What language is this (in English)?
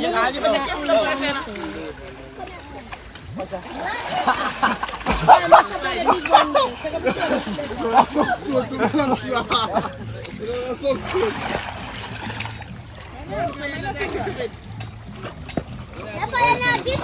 Jamaican Creole English